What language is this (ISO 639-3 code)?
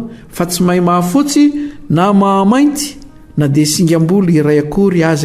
mlg